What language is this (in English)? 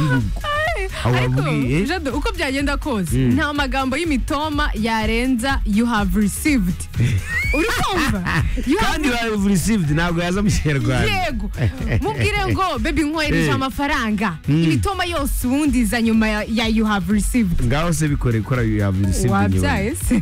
Kinyarwanda